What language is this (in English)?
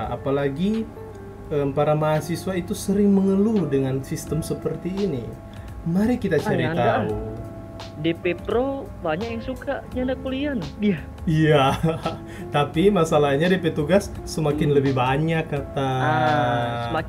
Manado Malay